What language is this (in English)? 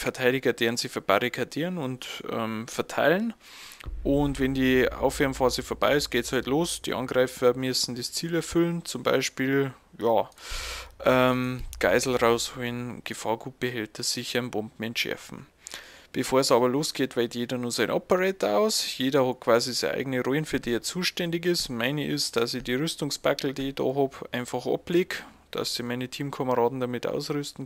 Bavarian